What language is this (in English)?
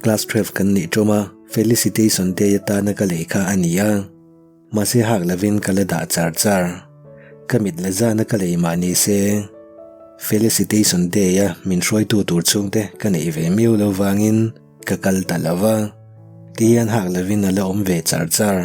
Mizo